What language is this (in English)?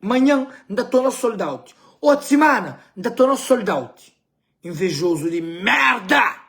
Kabuverdianu